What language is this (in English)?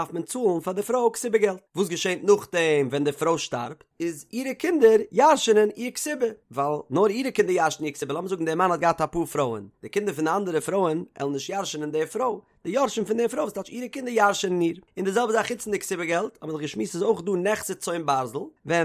Yiddish